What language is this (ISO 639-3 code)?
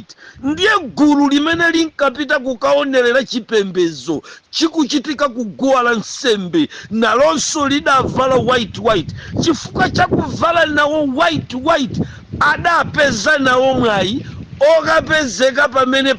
nya